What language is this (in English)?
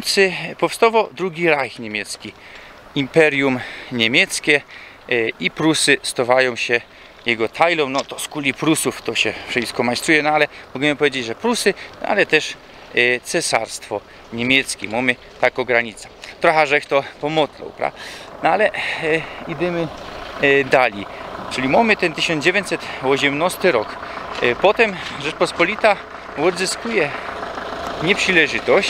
Silesian